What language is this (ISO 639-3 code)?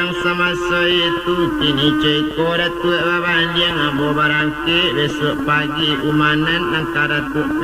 min